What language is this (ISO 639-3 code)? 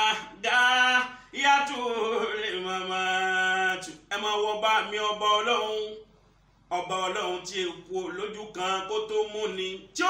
yor